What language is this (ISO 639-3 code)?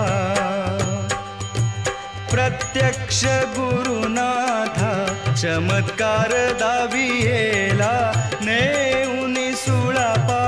mar